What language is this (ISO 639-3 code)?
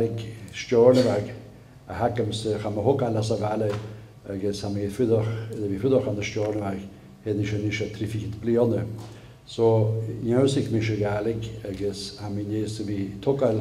gla